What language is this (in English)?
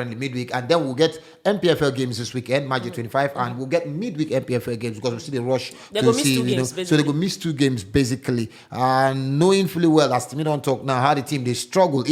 Nigerian Pidgin